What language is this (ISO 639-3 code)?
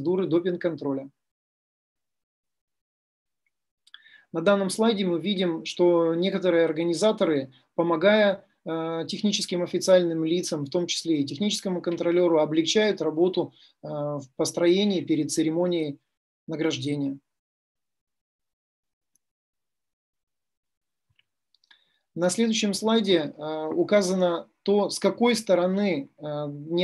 rus